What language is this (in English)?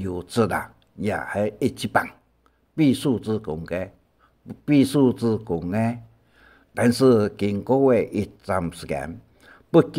Hakka Chinese